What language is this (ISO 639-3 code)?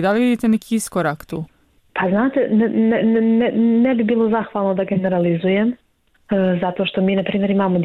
bos